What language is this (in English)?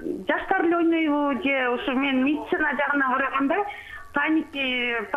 Kyrgyz